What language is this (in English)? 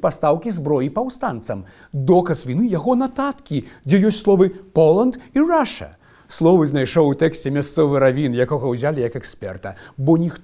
Belarusian